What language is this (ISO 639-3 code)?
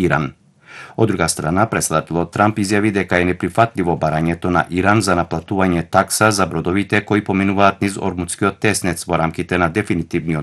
mkd